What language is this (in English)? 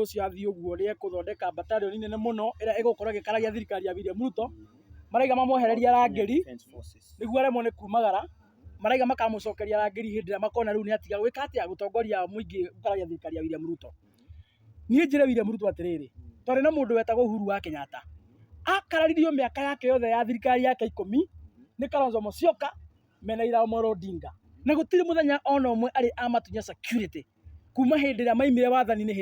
Kikuyu